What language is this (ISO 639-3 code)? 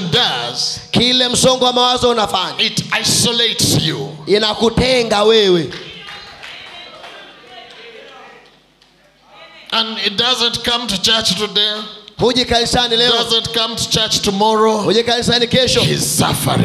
swa